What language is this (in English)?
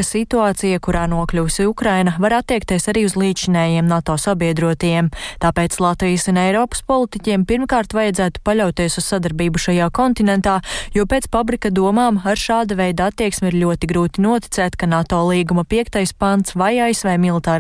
Latvian